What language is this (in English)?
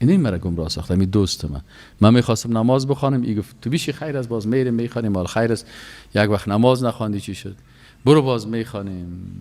Persian